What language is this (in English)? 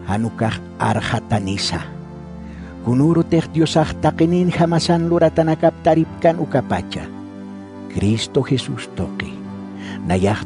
Aymara